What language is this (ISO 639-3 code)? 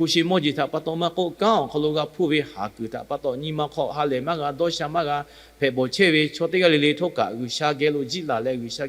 lhu